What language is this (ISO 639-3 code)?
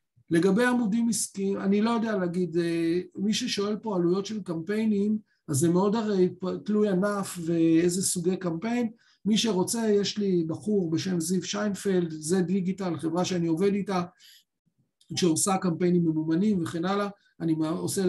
heb